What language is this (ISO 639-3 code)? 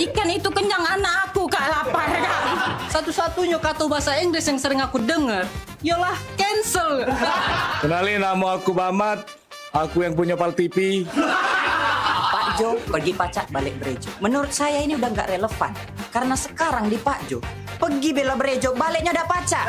mui